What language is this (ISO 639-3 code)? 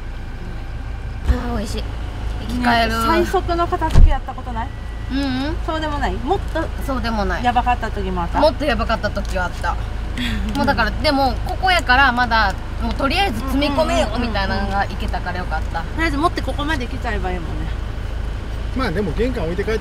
jpn